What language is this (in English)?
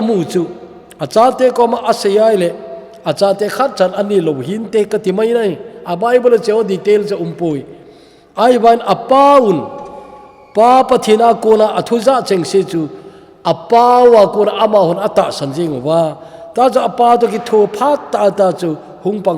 Thado Chin